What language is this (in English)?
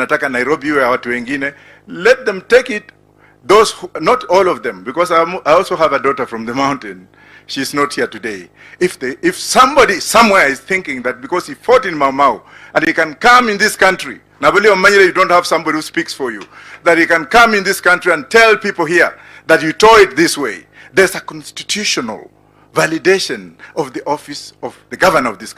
Gusii